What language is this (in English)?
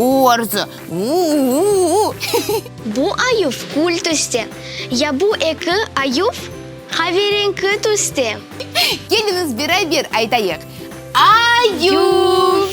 Crimean Tatar